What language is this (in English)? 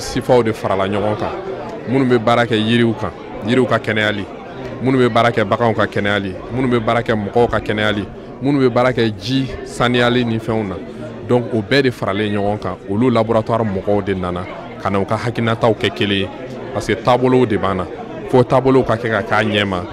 Bambara